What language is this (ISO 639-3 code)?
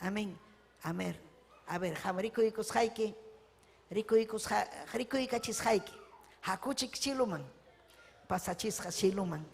quy